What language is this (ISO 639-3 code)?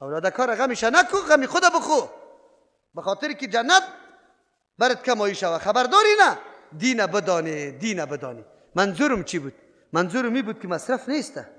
fas